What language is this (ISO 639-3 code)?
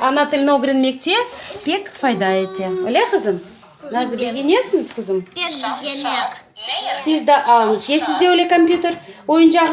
crh